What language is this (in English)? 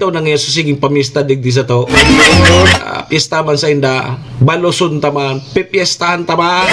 Bikol